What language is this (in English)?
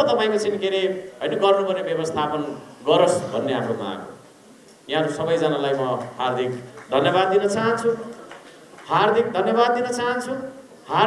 Nepali